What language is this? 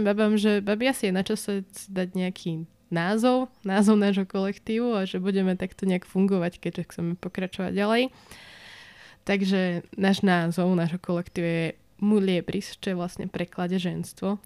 Slovak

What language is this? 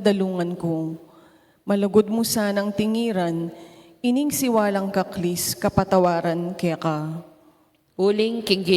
Pampanga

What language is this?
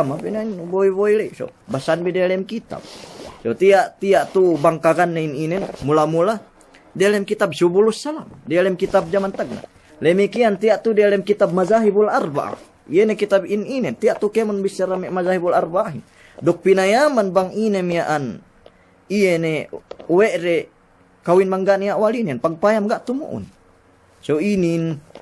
Yakan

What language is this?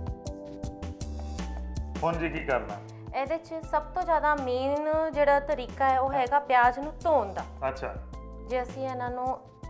Punjabi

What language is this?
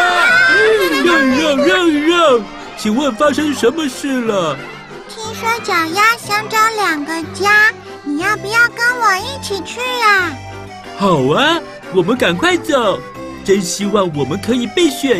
Chinese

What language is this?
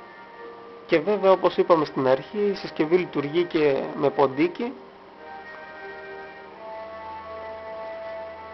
Greek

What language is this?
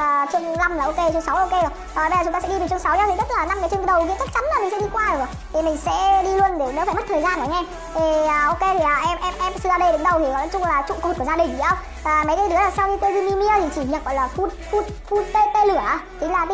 Vietnamese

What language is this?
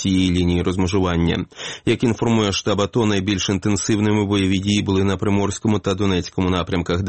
Ukrainian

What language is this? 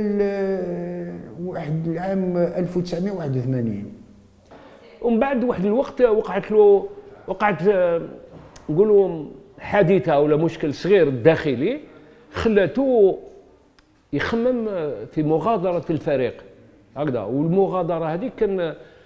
Algerian Arabic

